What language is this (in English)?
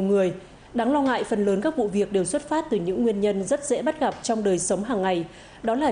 Vietnamese